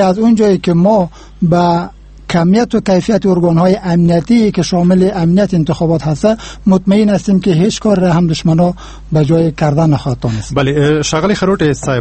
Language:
Persian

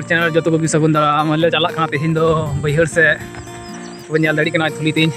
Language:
Santali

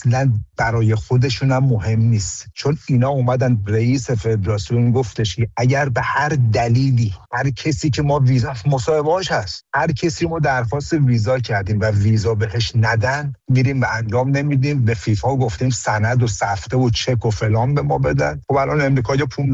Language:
Persian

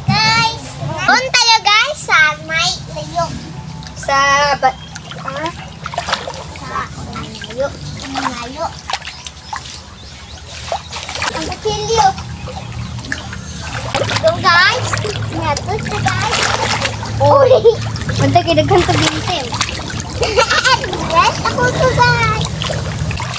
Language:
Filipino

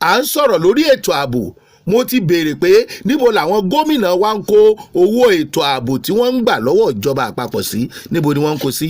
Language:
Yoruba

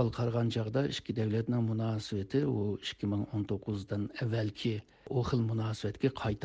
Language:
Uyghur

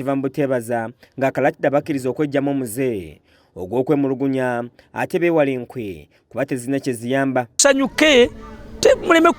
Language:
Ganda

